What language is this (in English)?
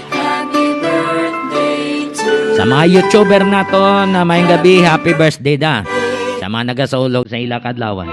Hiligaynon